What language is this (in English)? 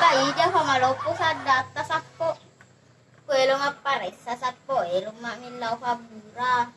Buginese